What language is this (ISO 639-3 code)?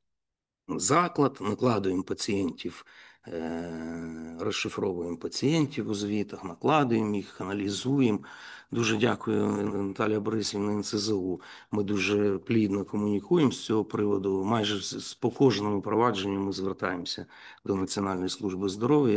ukr